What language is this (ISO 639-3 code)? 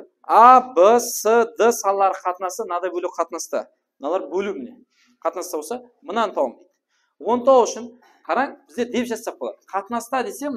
kaa